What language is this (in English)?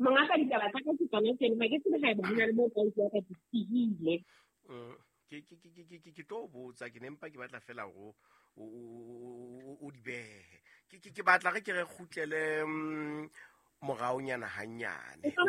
Southern Sotho